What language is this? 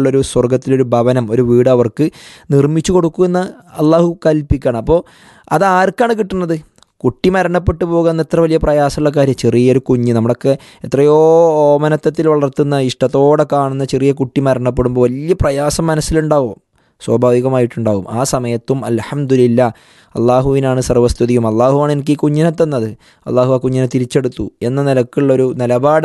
Malayalam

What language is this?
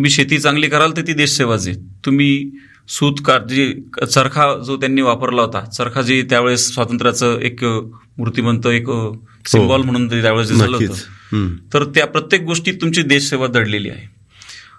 Marathi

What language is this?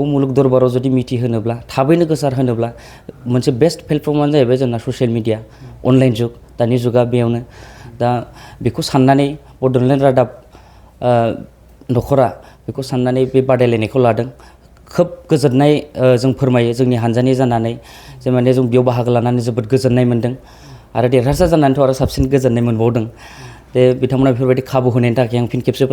Bodo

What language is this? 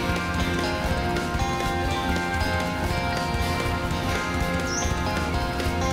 French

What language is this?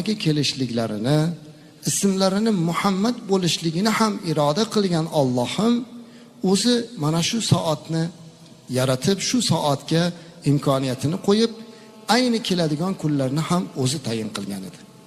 Uzbek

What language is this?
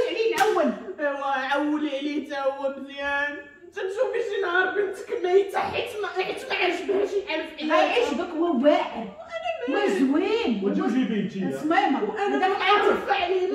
Moroccan Arabic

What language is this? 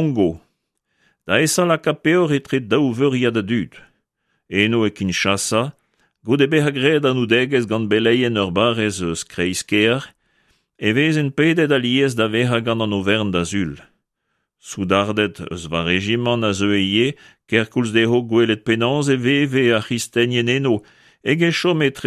Breton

